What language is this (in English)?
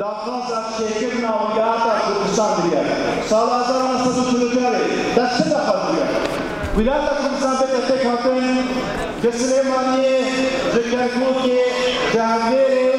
Kurdish